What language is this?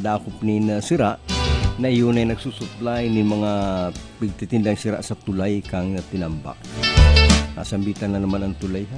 Bikol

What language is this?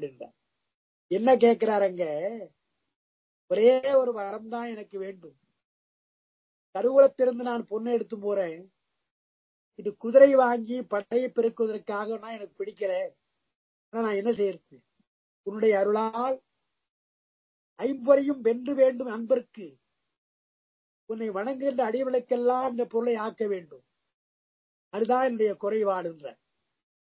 Tamil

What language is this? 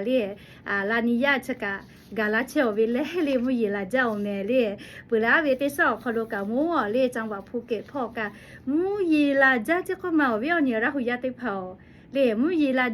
Lahu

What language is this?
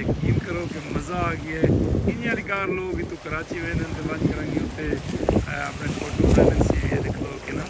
Saraiki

